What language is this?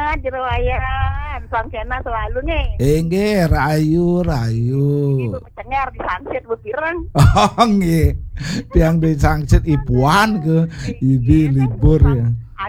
Balinese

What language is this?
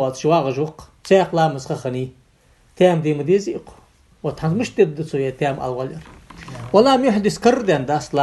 Ingush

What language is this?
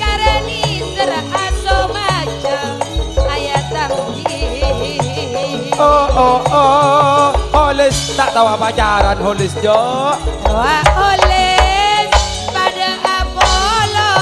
Madurese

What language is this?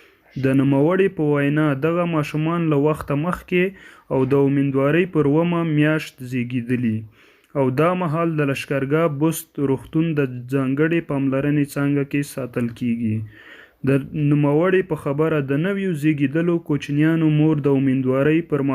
Pashto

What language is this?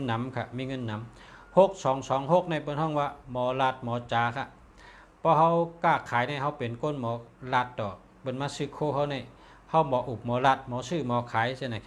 Shan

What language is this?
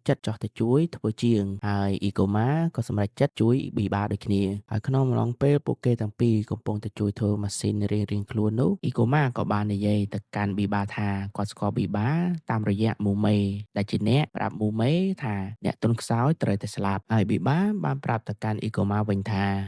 Khmer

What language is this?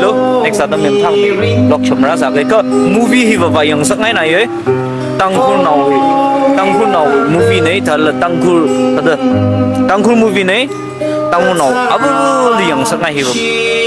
Tangkhul Naga (India)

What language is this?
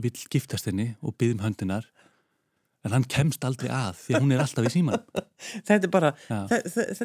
Icelandic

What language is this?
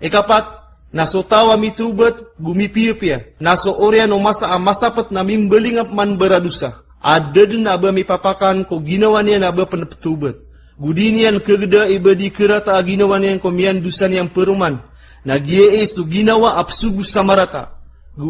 Maranao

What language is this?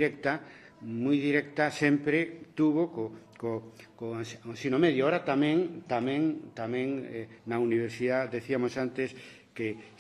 Galician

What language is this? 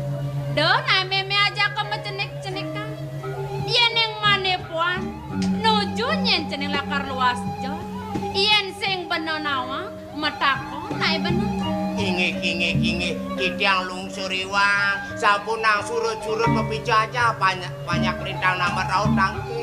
Balinese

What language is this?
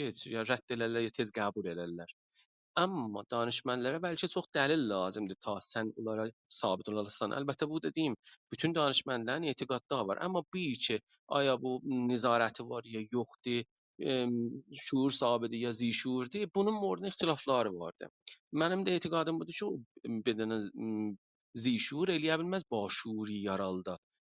South Azerbaijani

